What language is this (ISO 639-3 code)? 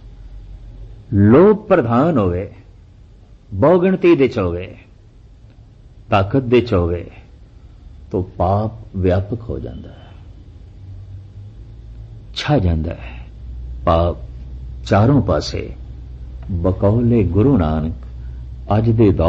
pan